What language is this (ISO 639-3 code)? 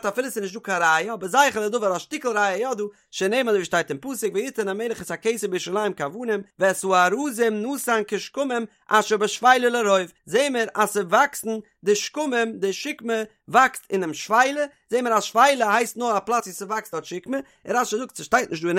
yid